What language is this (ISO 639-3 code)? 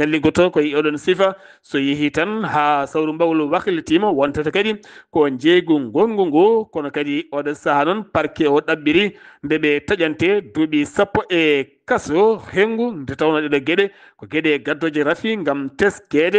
ful